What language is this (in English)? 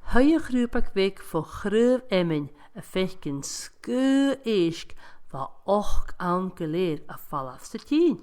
Scottish Gaelic